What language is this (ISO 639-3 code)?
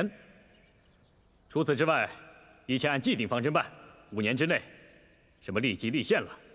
zho